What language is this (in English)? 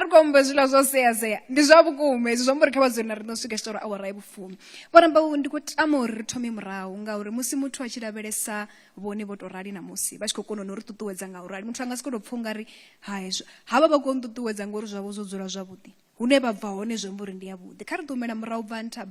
Venda